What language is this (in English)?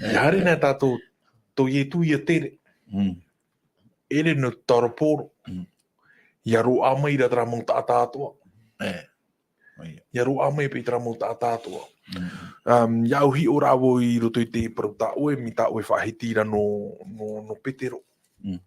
Tahitian